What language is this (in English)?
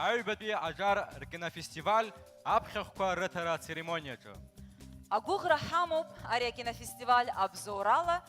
Abkhazian